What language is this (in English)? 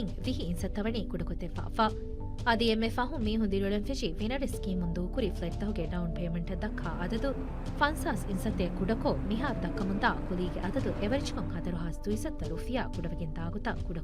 Divehi